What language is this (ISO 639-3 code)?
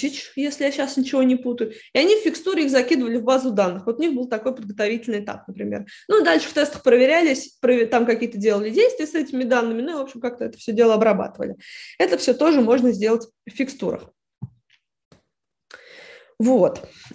rus